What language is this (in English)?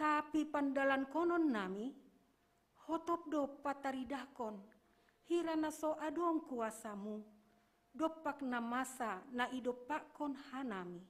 Batak Simalungun